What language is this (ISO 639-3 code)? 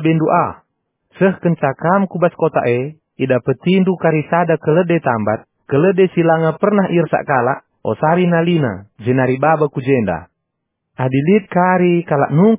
btx